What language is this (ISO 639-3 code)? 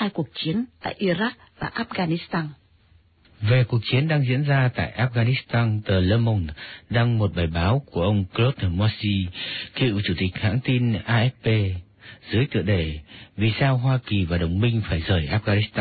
vie